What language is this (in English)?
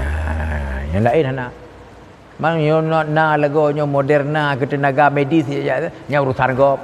Achinese